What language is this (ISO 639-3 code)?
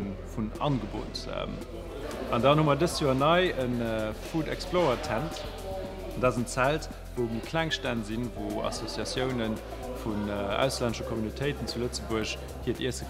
ltz